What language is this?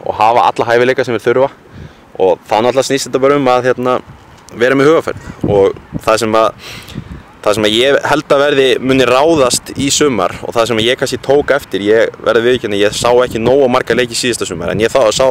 Icelandic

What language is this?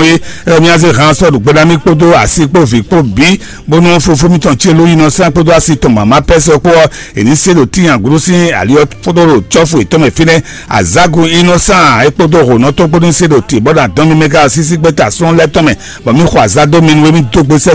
Fon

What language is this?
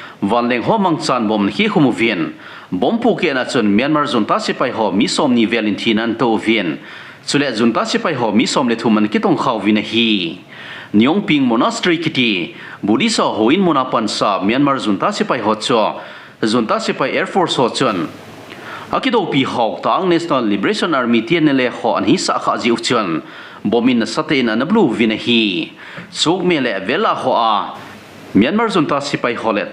Thado Chin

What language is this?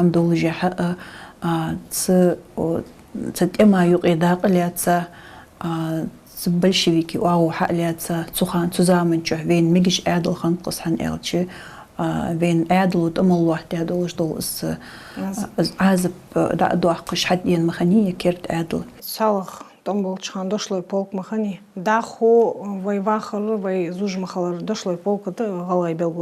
Ingush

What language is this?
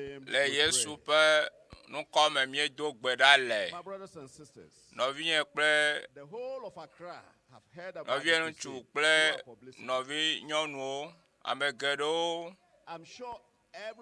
Ewe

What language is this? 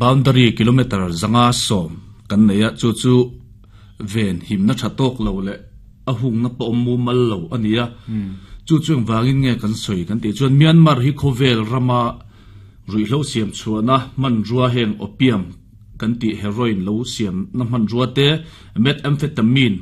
Mizo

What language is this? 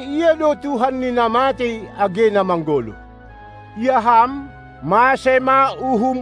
Batak Simalungun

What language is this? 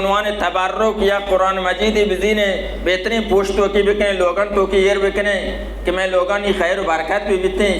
Baluchi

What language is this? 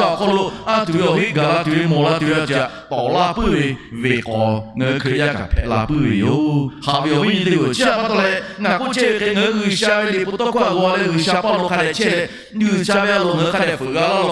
Lahu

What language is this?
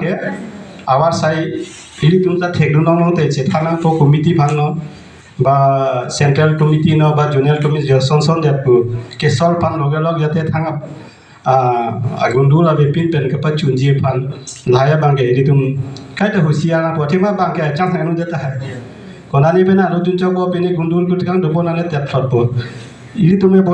Karbi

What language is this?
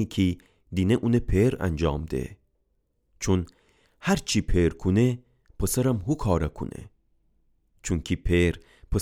Gilaki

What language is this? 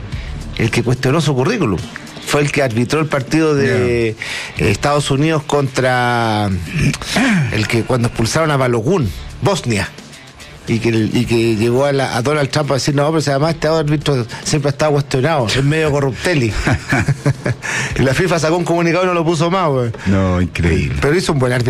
Spanish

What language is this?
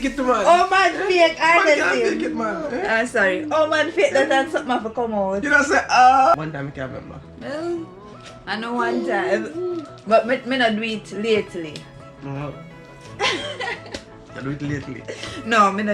Jamaican Creole English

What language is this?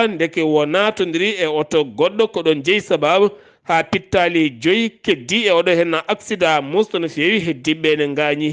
Fula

